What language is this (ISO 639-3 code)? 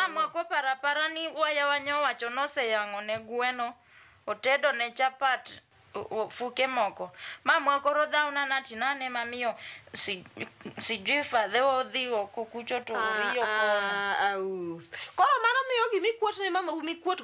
luo